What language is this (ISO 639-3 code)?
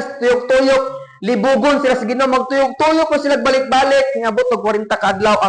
ceb